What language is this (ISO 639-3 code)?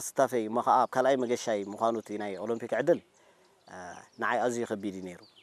tir